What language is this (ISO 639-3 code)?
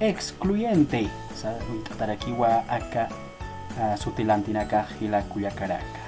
aym